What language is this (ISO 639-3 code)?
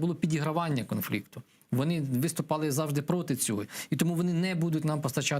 crh